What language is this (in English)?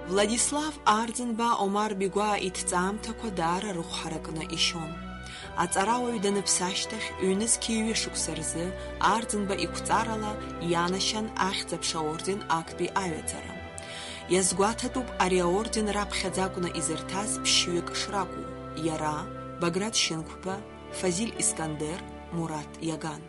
Abkhazian